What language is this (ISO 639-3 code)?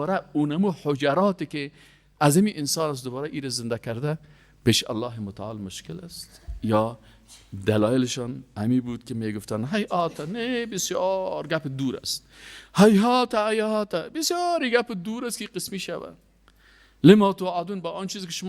fas